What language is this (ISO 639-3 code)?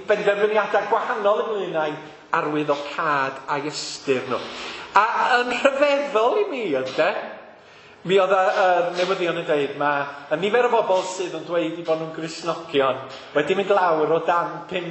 cym